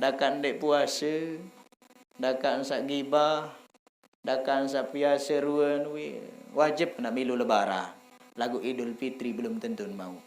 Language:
Sasak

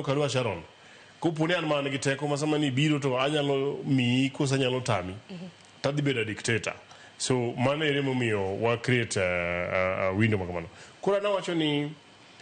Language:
Luo (Kenya and Tanzania)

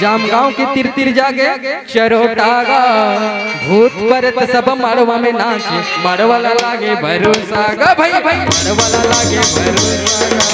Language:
Chhattisgarhi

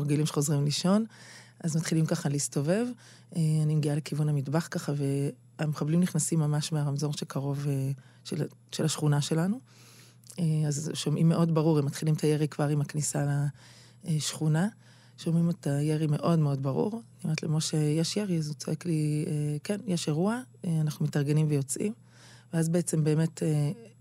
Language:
Hebrew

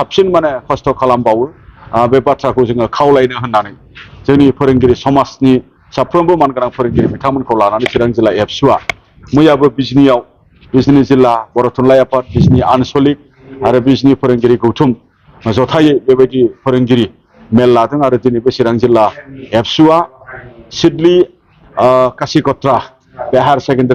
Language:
Bodo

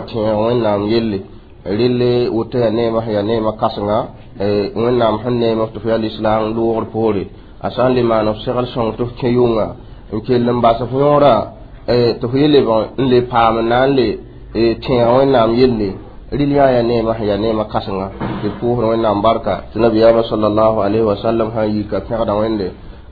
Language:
Mossi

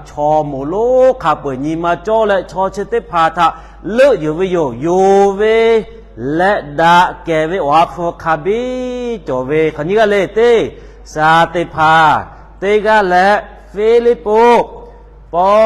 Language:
Lahu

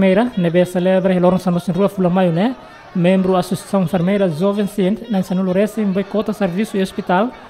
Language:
Tetum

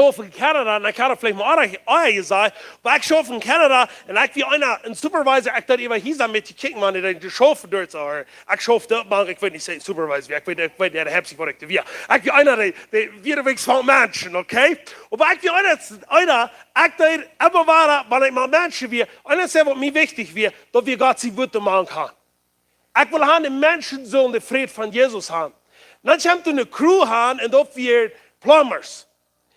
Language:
Plautdietsch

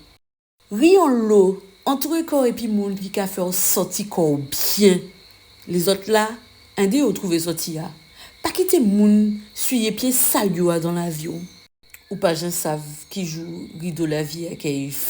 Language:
Guadeloupean Creole French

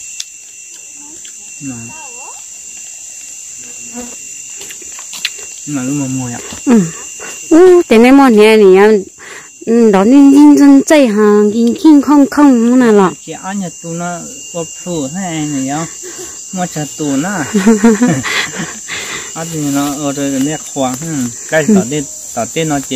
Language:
Vietnamese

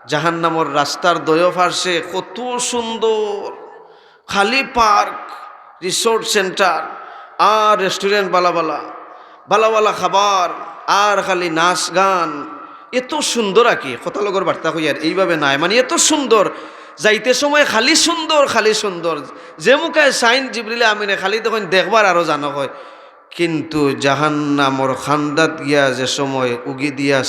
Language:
Sylheti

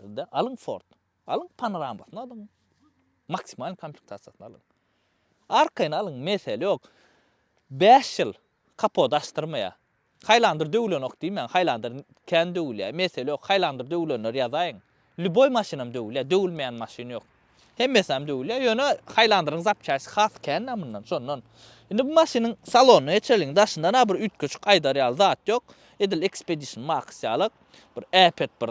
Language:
Turkmen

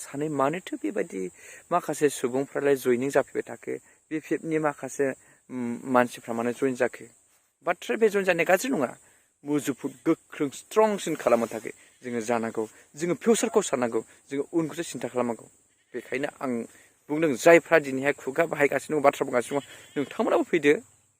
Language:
Bodo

